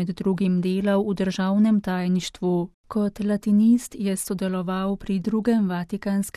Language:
Slovenian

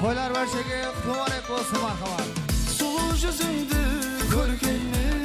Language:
Kara-Kalpak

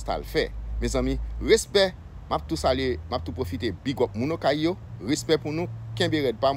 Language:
Haitian Creole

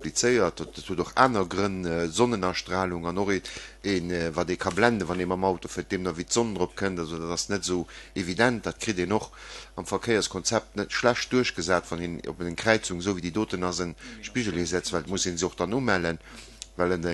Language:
Luxembourgish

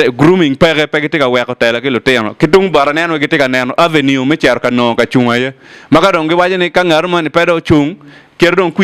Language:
Acoli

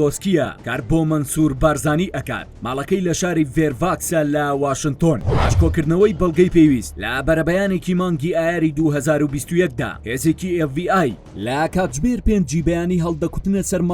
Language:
Central Kurdish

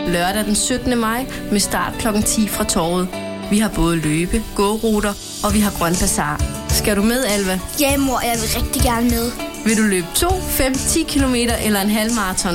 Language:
Danish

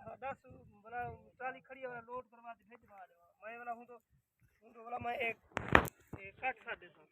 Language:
Saraiki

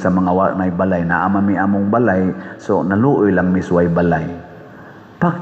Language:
Cebuano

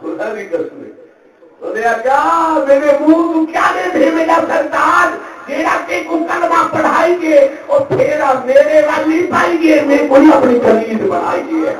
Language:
Saraiki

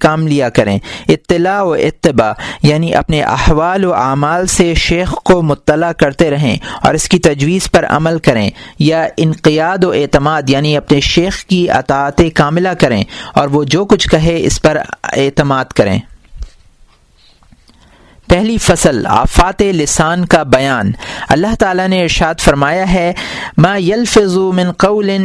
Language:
Urdu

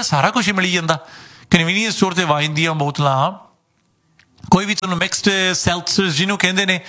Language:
Punjabi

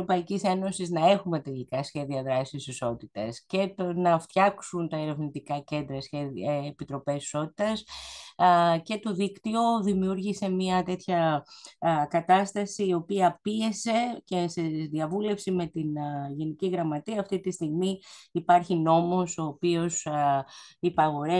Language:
Greek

